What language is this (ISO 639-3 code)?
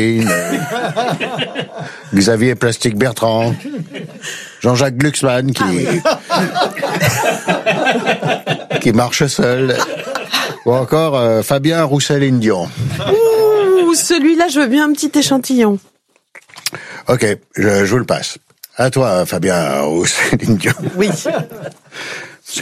fra